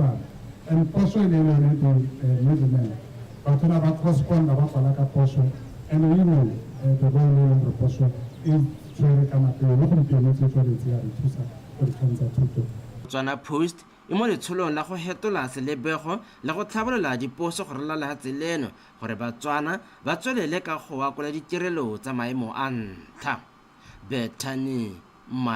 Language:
Tswana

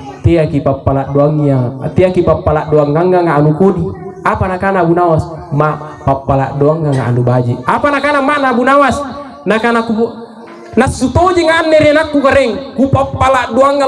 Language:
Makasar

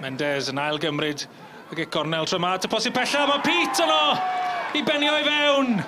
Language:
Welsh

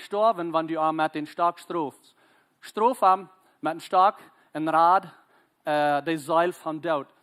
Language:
Plautdietsch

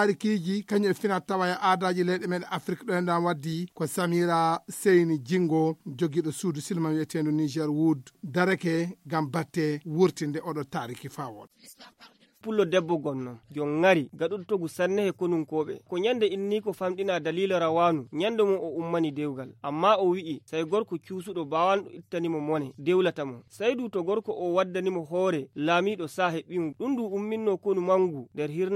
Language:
Fula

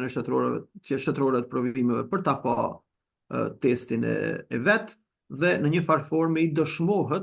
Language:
Albanian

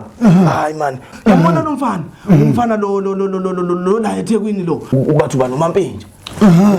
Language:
Zulu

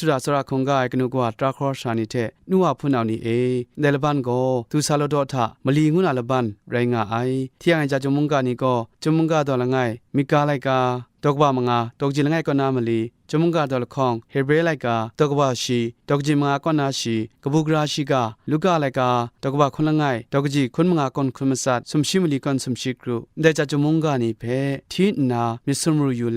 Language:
Kachin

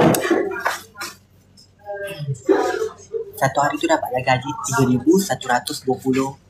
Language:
Malay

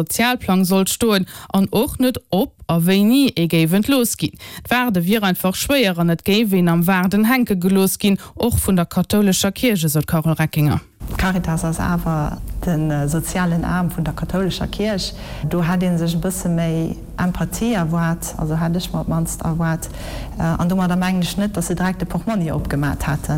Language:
Luxembourgish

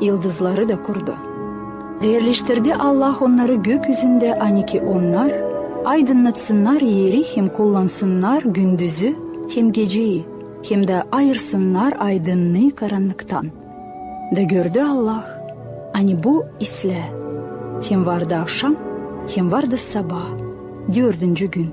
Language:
Gagauz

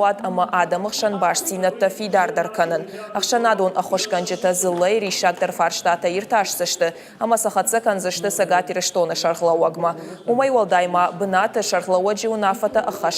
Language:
Ossetic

